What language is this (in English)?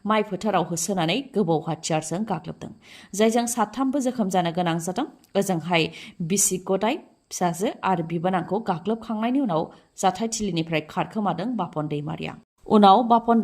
Bodo